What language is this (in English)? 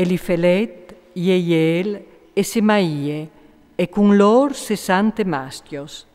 Friulian